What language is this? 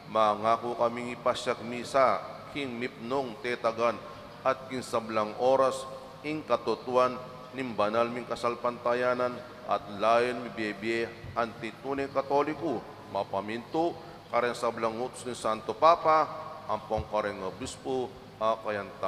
Pampanga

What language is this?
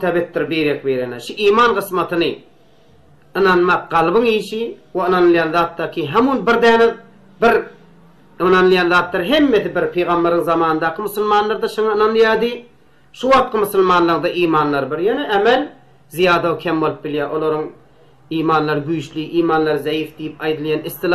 Turkmen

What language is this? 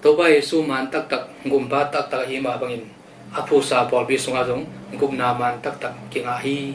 Tedim Chin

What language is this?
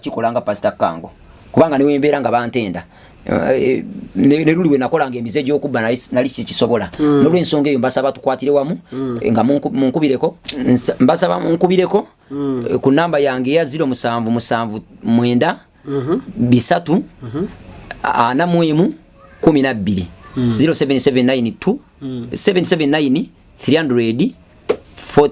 Ganda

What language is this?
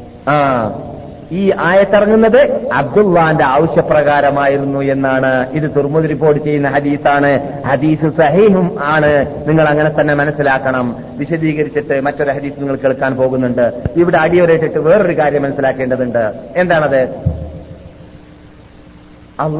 Malayalam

